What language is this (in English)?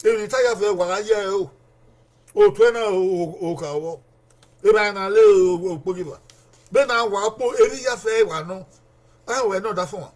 Bini